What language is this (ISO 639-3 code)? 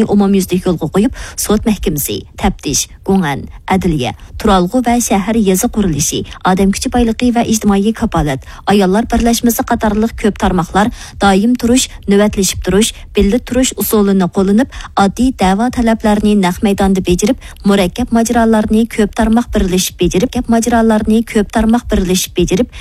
uig